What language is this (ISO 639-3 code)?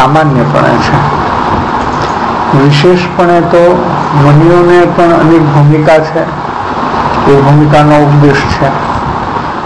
guj